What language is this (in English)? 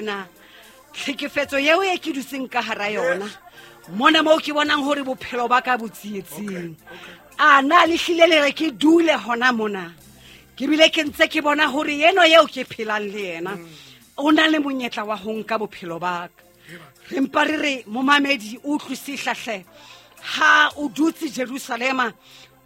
Southern Sotho